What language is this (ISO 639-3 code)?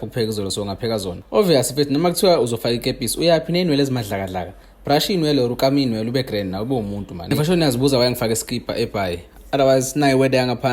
zul